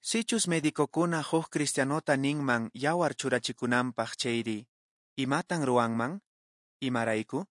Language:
Quechua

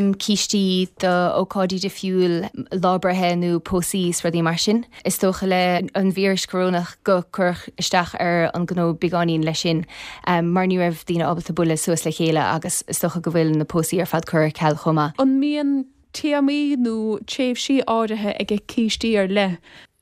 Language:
Irish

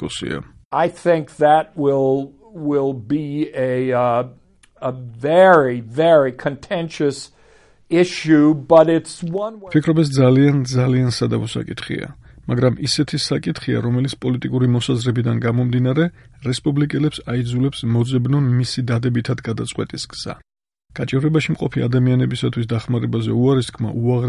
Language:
Georgian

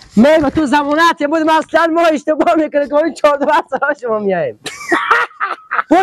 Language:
Persian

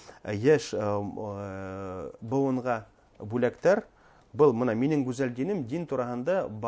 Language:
Bashkir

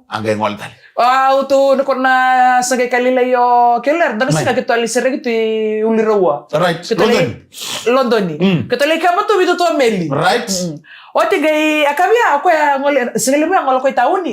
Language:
Fijian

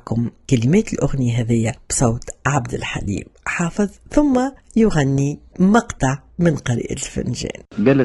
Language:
Tunisian Arabic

